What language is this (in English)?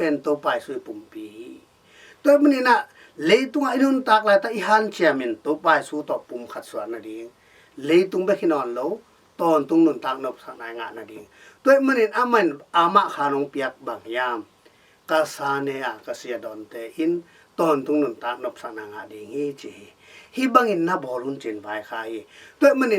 Tedim Chin